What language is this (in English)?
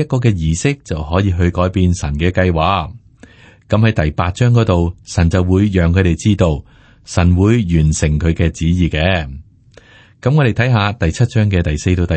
Cantonese